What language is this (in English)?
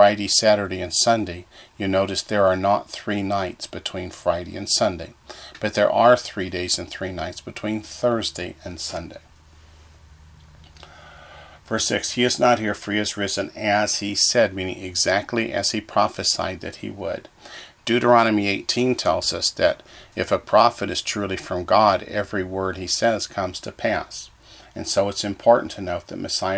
English